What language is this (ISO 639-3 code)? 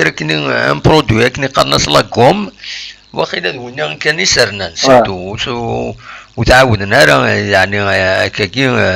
kab